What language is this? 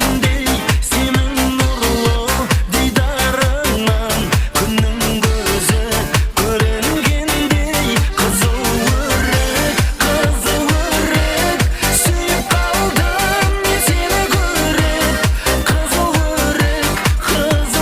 Kara-Kalpak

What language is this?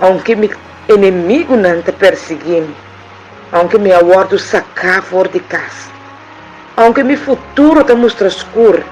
Papiamento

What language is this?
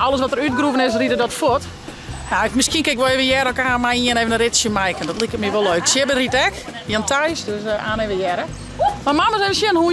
Western Frisian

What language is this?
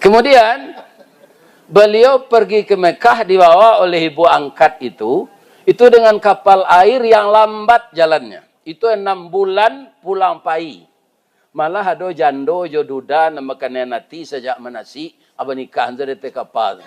Minangkabau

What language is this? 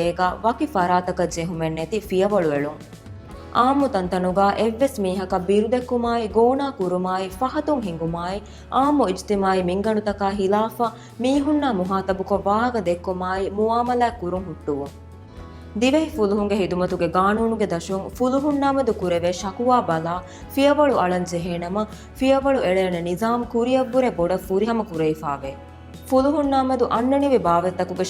Divehi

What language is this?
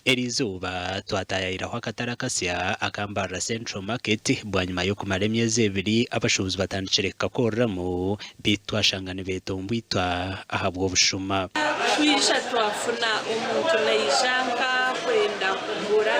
Nyankole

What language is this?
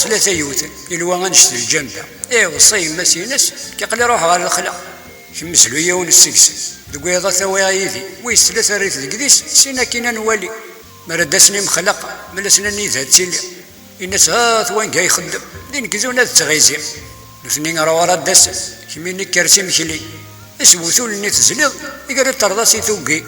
Kabyle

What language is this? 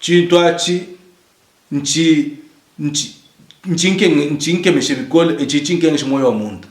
Luba-Lulua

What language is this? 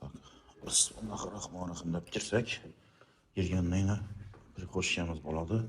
Uzbek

